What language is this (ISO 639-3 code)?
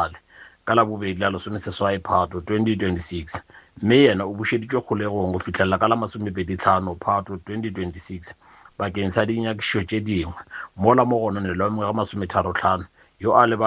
nso